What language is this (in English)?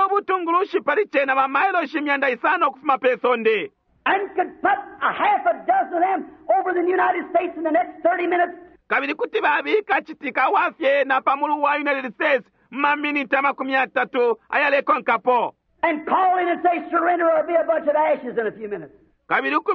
Bemba